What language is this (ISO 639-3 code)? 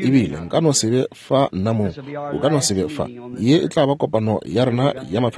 nso